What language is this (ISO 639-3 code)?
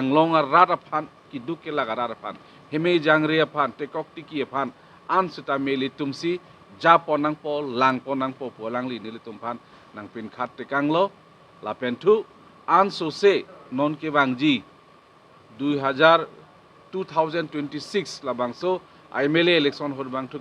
mjw